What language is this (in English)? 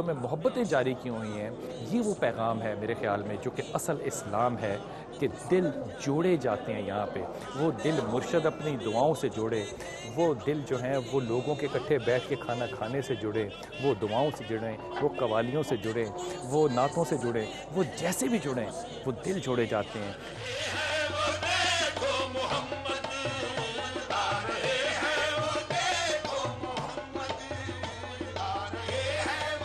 Urdu